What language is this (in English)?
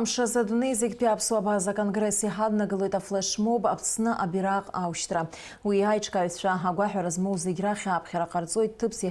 Abkhazian